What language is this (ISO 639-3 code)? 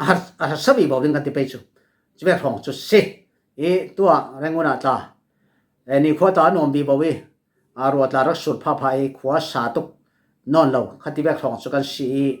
cfm